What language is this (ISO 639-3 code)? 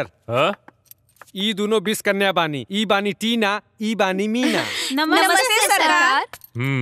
bho